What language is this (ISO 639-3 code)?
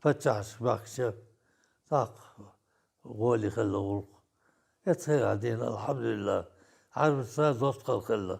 che